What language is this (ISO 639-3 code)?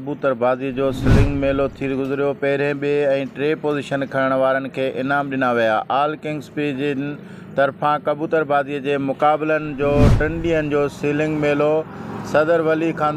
snd